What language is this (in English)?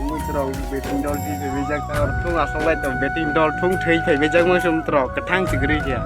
Kok Borok